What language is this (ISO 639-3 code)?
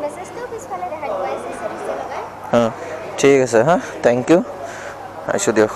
asm